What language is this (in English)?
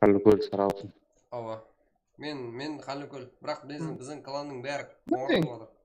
Kara-Kalpak